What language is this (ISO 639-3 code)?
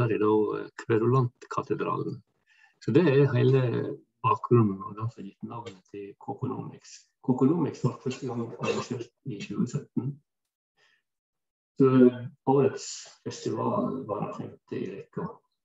nor